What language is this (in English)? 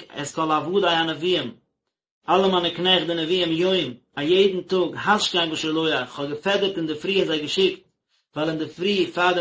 Yiddish